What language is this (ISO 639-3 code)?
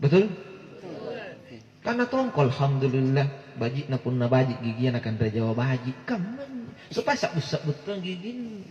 mak